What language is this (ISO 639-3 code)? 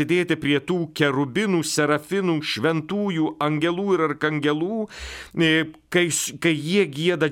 lit